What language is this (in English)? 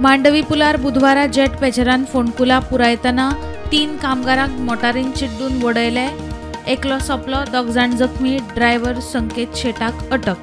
Konkani